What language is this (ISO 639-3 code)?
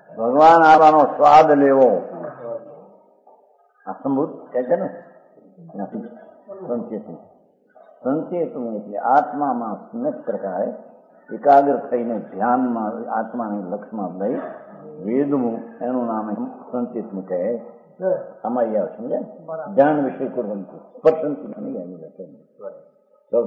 guj